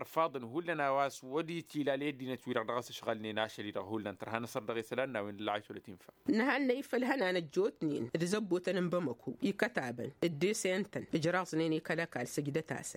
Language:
Tamasheq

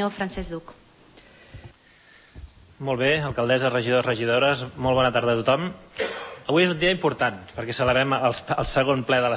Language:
Catalan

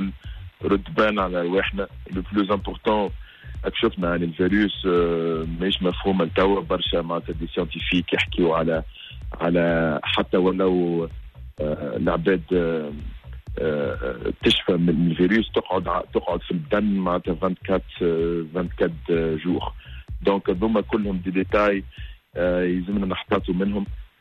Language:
Tunisian Arabic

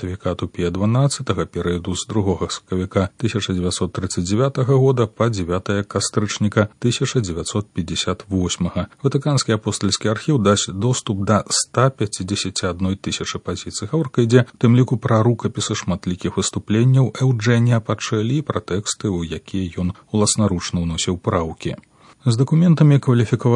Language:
Belarusian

